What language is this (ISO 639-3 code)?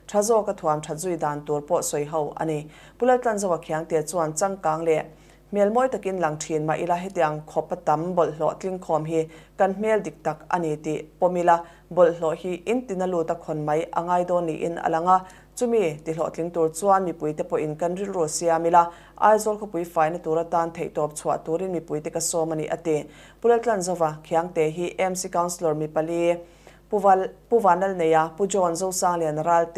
lus